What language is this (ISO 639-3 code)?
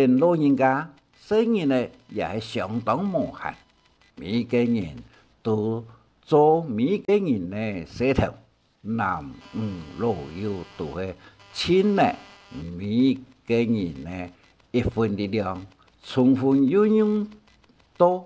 hak